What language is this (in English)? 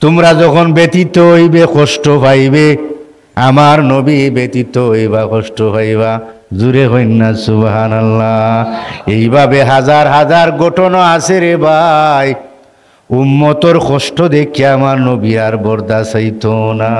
Sylheti